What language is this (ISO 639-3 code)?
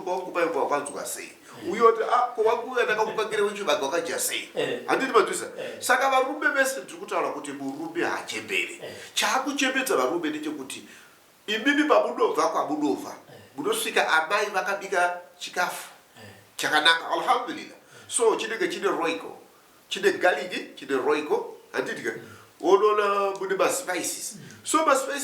sna